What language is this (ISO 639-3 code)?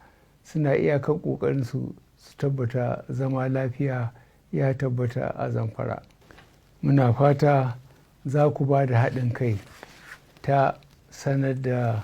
hau